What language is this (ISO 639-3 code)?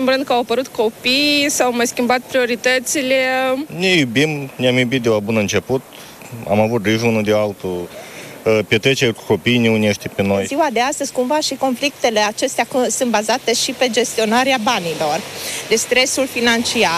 ron